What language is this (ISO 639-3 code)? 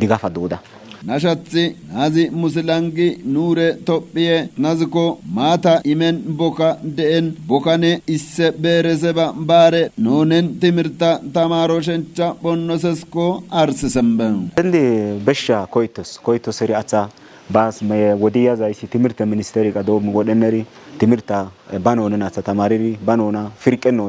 kbr